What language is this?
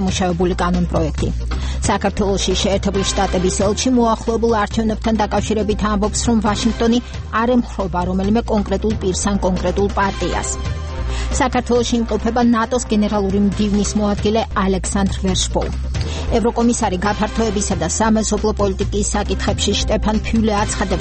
Georgian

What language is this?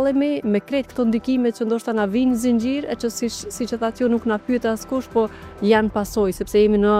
Albanian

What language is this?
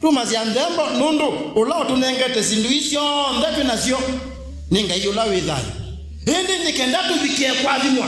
Kamba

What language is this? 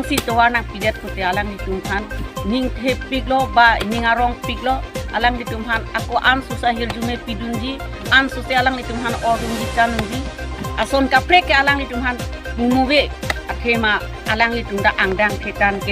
Karbi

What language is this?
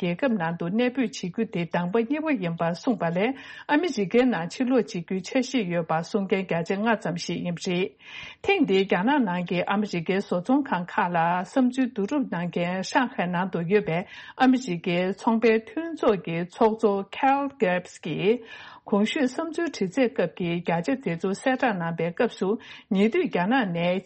Tibetan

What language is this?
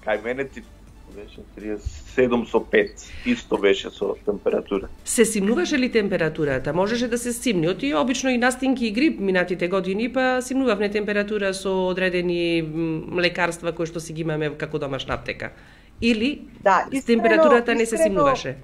Macedonian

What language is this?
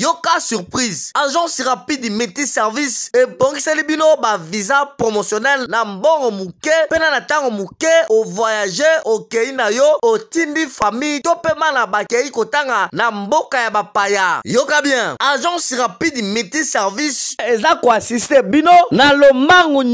Lingala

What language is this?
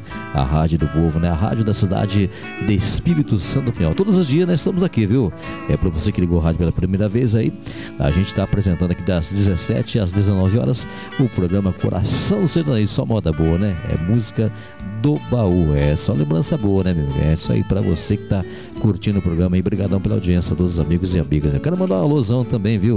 Portuguese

